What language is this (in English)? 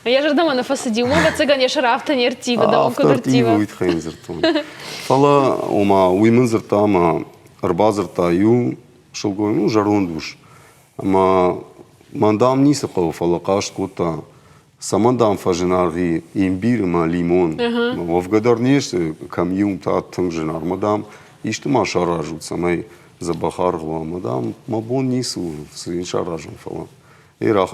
Ossetic